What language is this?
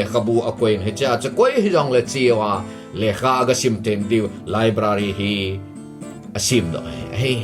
Thado Chin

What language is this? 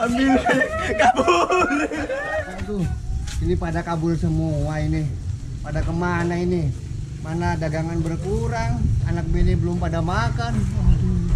Betawi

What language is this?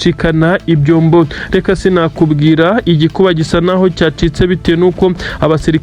Kinyarwanda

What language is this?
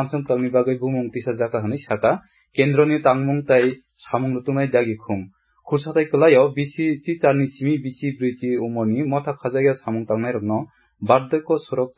Kok Borok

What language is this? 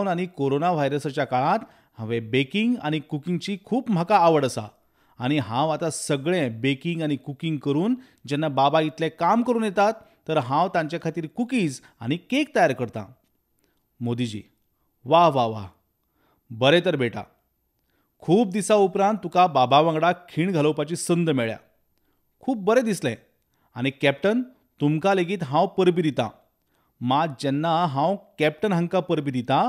Konkani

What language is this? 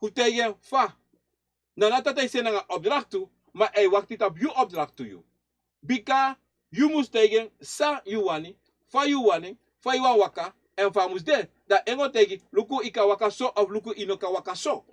Sranan Tongo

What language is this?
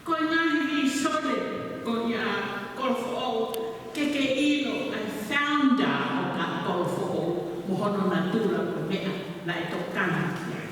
Tongan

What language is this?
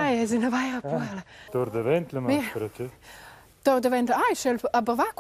Romansh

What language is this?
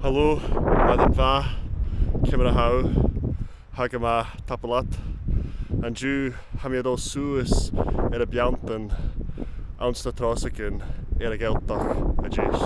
Scottish Gaelic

